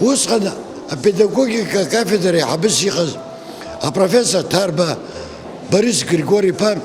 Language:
Abkhazian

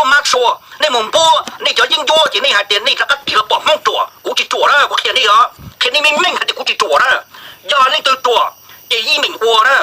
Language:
Hmong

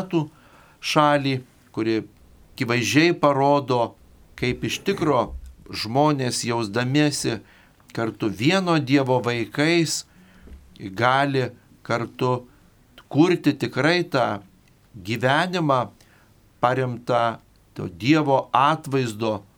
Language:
Lithuanian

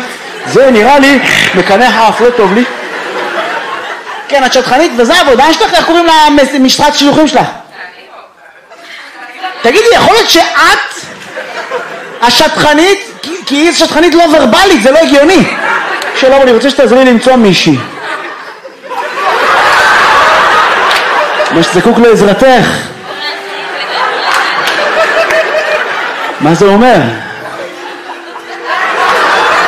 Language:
Hebrew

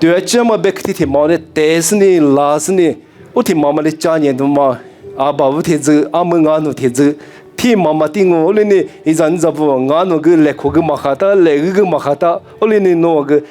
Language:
Lisu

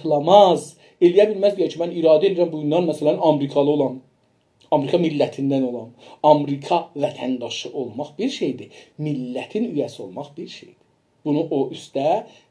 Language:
South Azerbaijani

